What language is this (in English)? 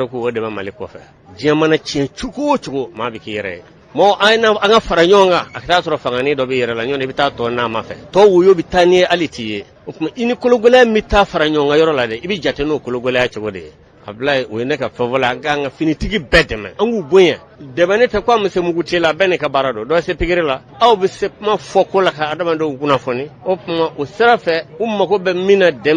Bambara